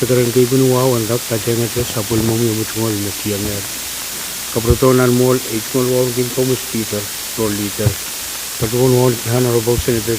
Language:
Pohnpeian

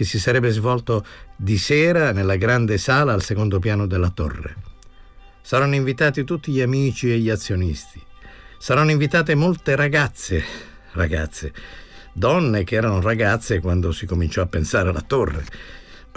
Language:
Italian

